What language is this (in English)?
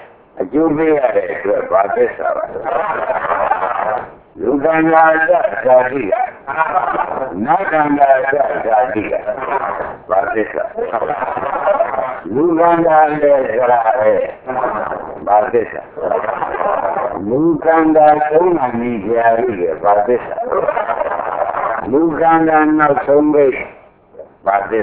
Burmese